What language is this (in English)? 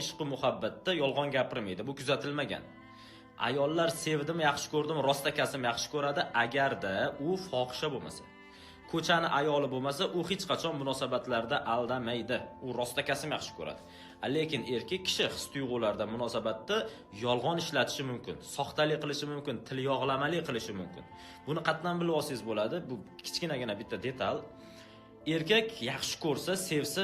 Uzbek